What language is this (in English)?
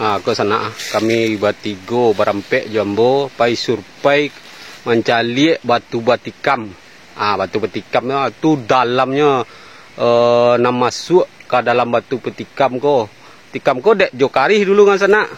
Minangkabau